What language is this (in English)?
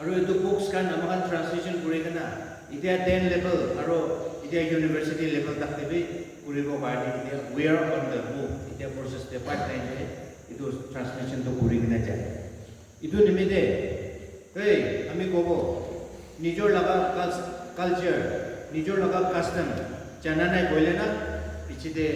Naga Pidgin